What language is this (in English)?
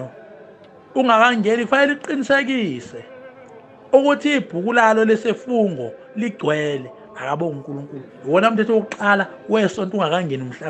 Zulu